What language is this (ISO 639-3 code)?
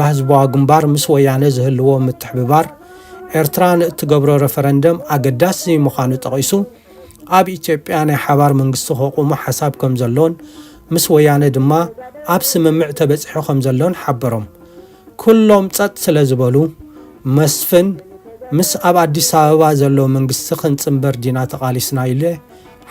tir